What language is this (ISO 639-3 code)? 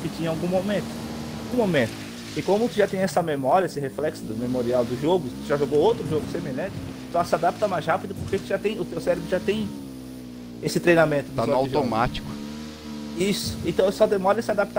por